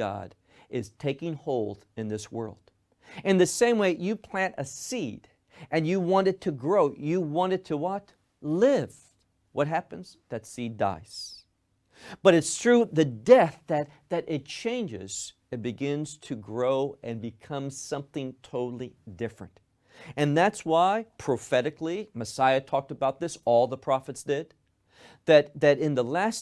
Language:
English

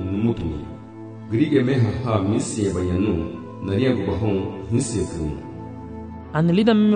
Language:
Garifuna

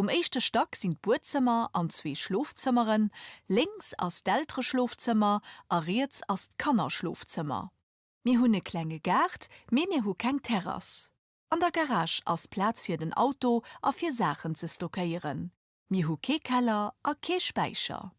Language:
Luxembourgish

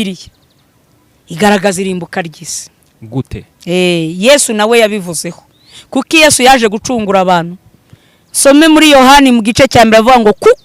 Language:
Kinyarwanda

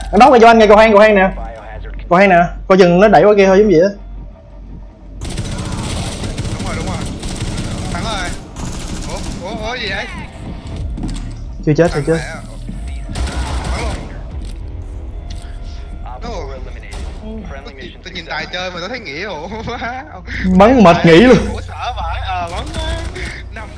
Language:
Vietnamese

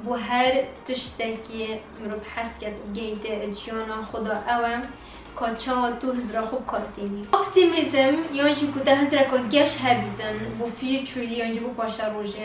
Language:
Kurdish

